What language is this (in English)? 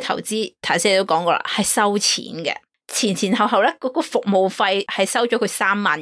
Cantonese